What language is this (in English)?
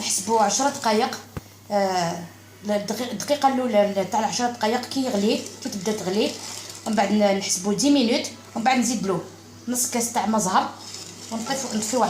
Algerian Arabic